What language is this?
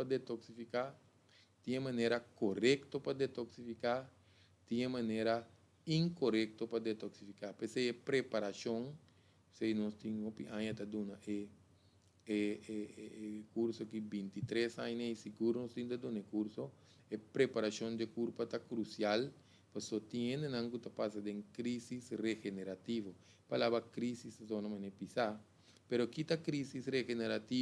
Papiamento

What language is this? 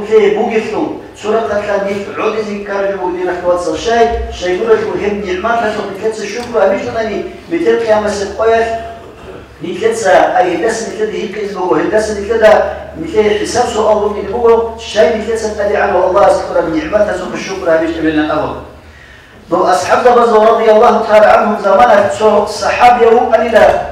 Avaric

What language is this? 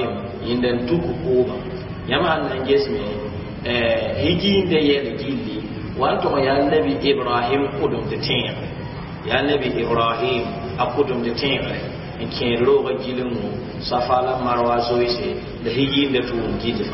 Mossi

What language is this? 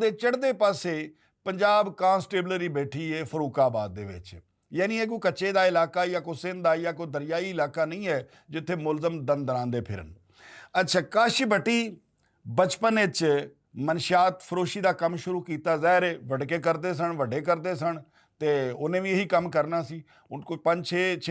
Western Panjabi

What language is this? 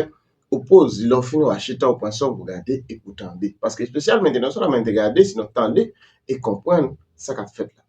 Haitian Creole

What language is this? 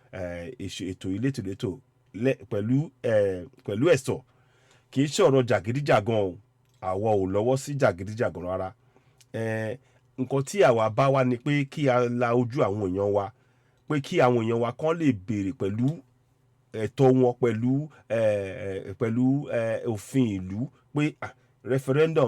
Yoruba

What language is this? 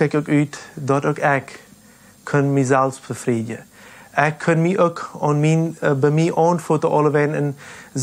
Plautdietsch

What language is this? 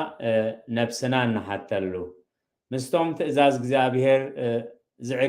Tigrinya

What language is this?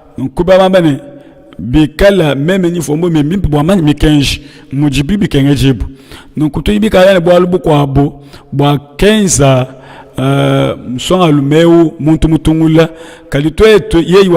Luba-Lulua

